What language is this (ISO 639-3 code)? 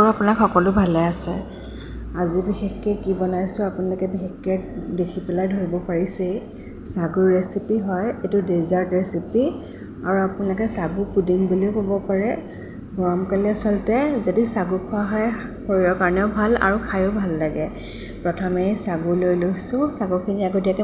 asm